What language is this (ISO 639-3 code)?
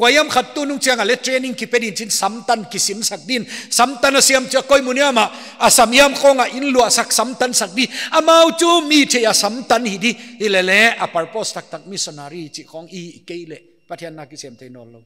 pck